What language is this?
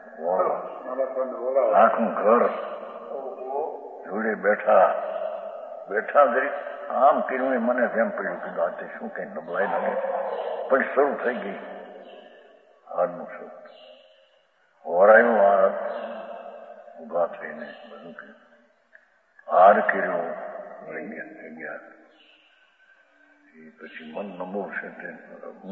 Gujarati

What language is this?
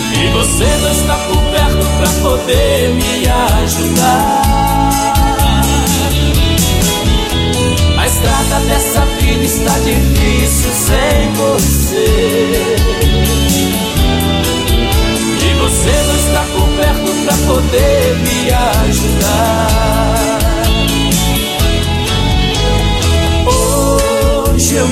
Portuguese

